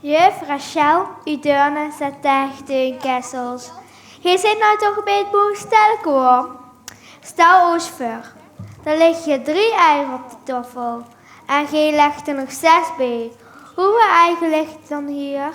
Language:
Limburgish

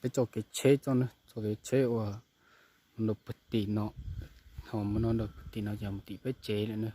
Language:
Hmong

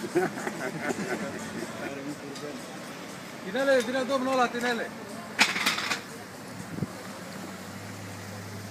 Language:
Romanian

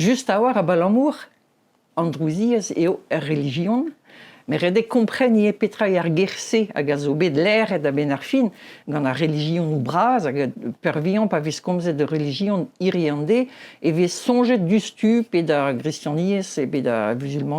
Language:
Breton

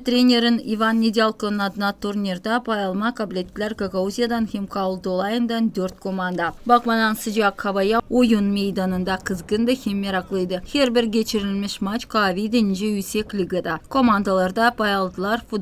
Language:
Gagauz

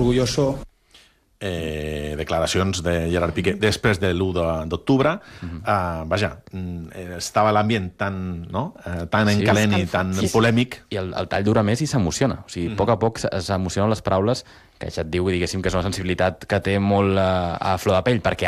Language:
Catalan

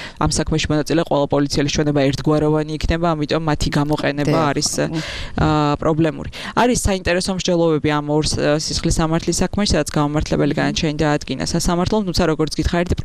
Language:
Georgian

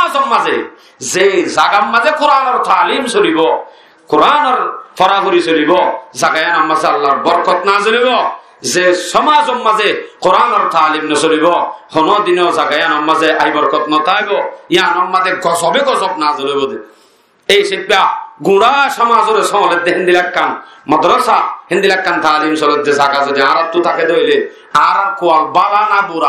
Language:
Rohingya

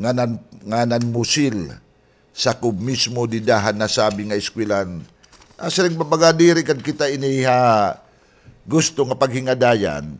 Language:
Waray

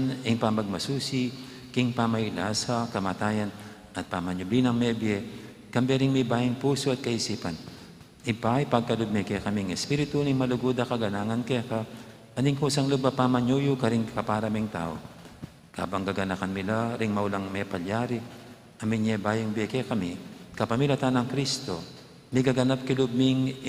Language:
Pampanga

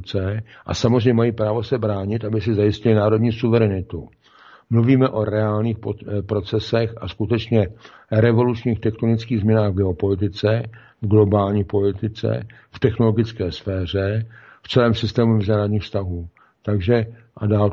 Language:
Czech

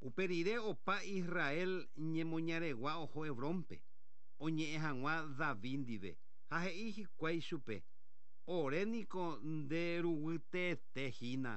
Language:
Guarani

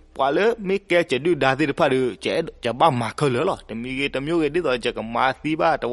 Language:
S'gaw Karen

